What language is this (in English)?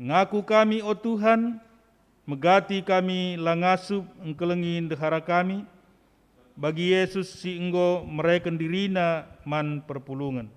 Batak Karo